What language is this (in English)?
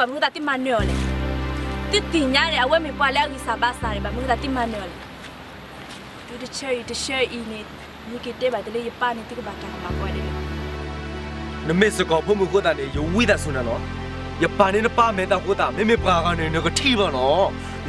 S'gaw Karen